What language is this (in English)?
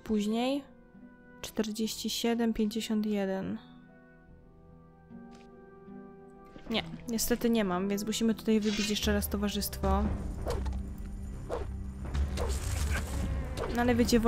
Polish